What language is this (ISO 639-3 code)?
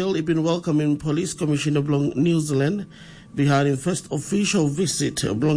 tpi